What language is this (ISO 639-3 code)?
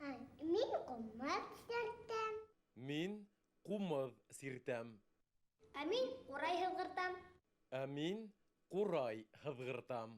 bak